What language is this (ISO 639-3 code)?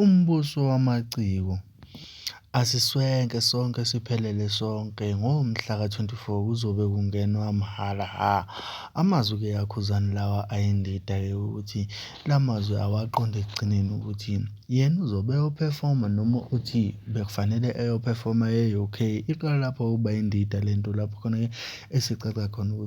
zul